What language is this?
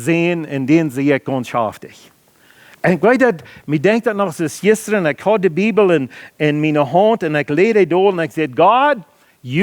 Plautdietsch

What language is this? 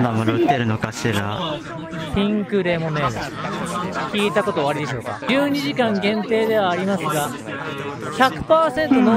Japanese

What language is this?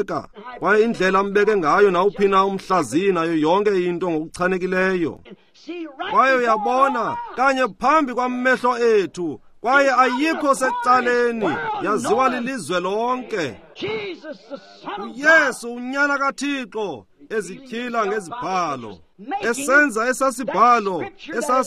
Xhosa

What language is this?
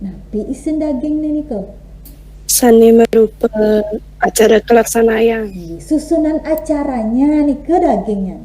Balinese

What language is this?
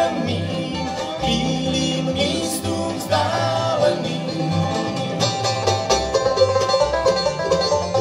Czech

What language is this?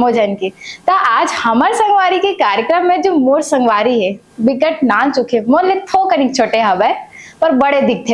Chhattisgarhi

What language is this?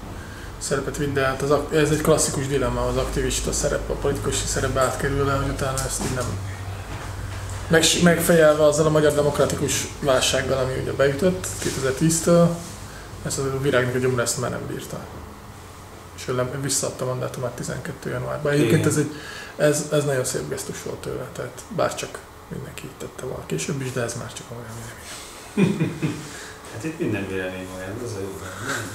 Hungarian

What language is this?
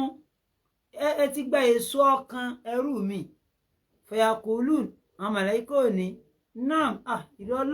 Yoruba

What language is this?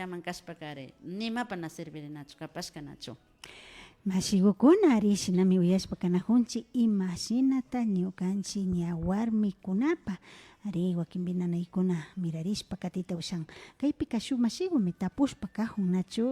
Imbabura Highland Quichua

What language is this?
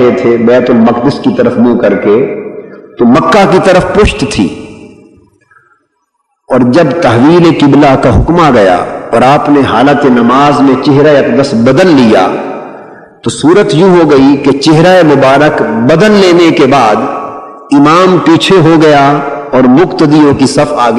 Urdu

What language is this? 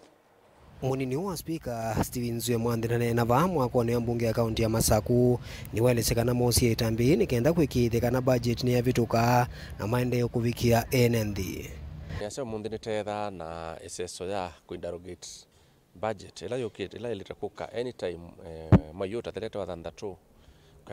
Kamba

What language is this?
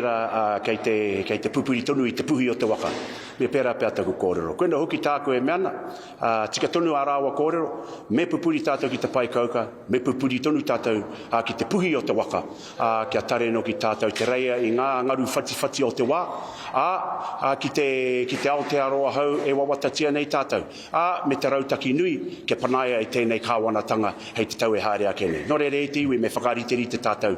Māori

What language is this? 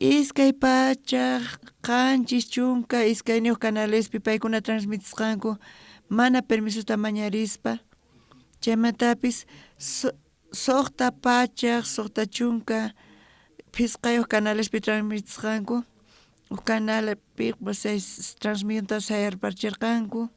South Bolivian Quechua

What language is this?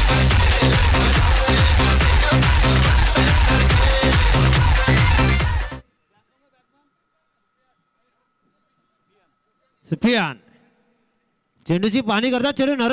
Marathi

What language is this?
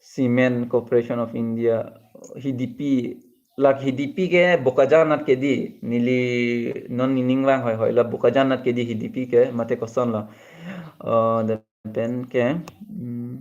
Karbi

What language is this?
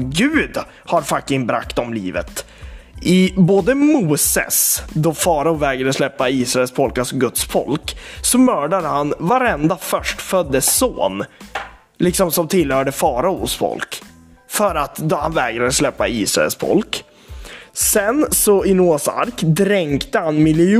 Swedish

